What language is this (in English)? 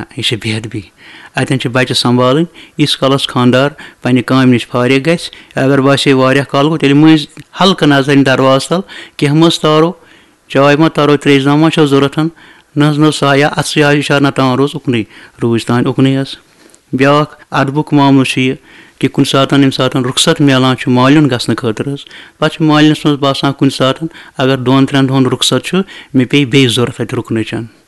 Kashmiri